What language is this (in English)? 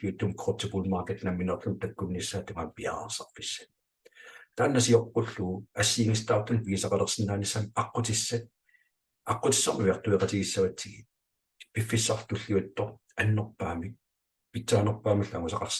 Kalaallisut